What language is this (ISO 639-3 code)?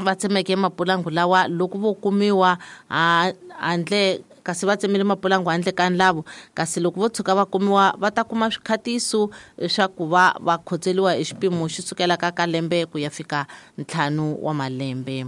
tso